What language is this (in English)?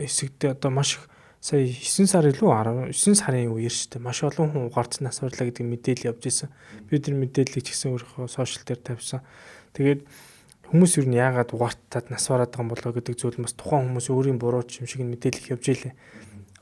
Mongolian